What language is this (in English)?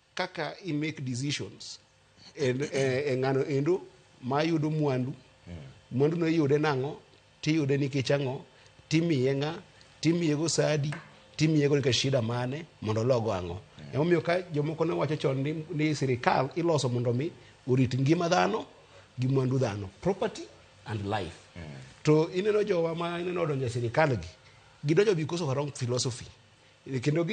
Luo (Kenya and Tanzania)